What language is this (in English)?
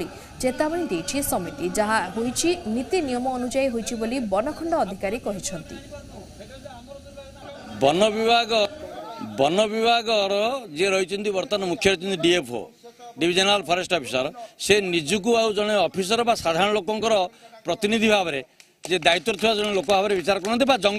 Odia